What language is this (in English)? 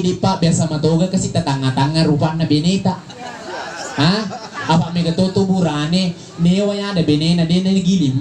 Buginese